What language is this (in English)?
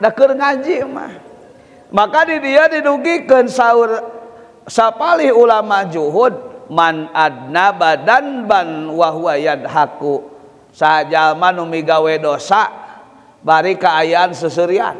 Sundanese